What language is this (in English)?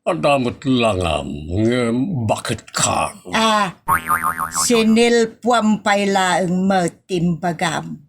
Iloko